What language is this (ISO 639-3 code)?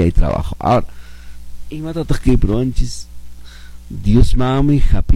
que